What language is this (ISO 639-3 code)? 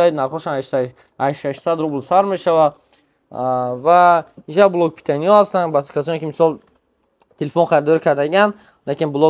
tgk